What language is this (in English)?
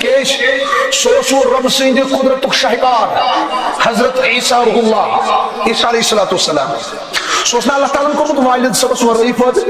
Kashmiri